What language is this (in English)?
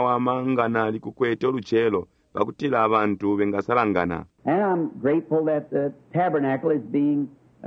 Bemba